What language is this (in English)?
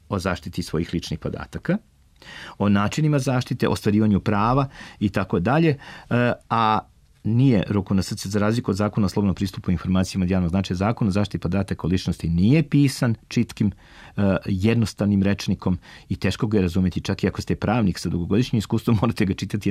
Serbian